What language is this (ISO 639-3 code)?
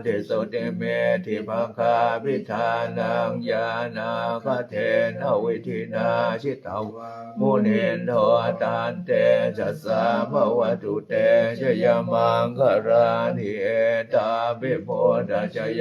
pli